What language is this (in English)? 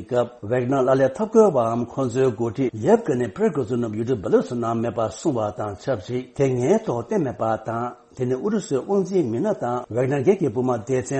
Tibetan